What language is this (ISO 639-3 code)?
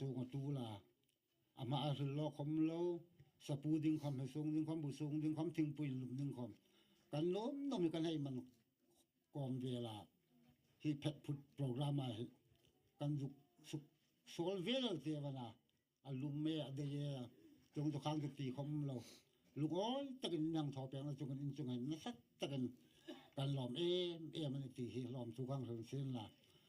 hmr